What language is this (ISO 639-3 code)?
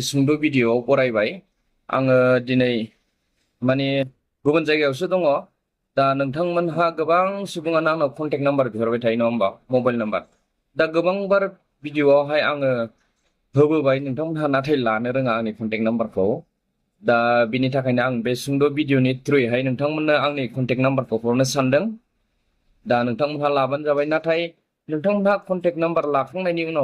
brx